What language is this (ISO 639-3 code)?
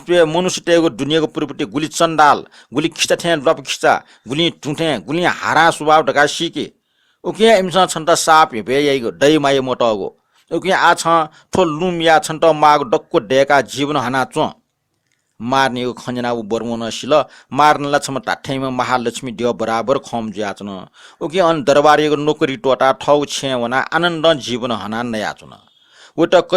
new